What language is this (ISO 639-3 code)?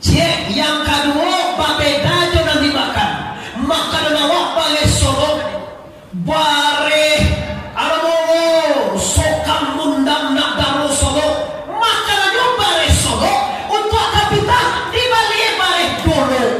min